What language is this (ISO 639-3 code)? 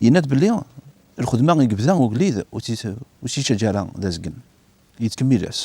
kab